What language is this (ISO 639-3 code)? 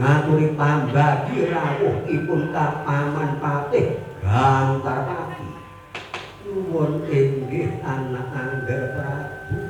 jav